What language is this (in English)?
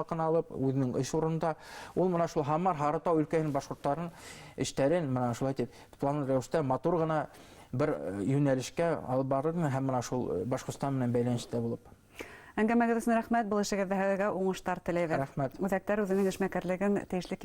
Bashkir